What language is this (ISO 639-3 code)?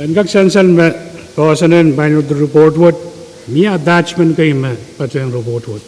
pon